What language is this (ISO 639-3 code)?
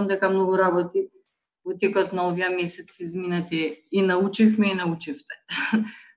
mkd